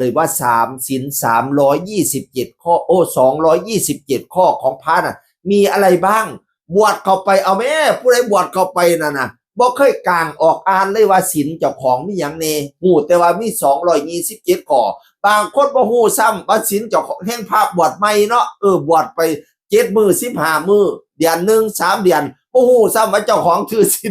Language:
Northeastern Thai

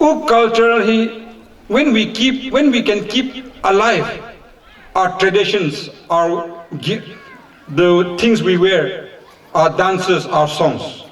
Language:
Chokri Naga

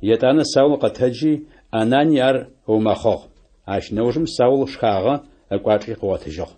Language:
Adyghe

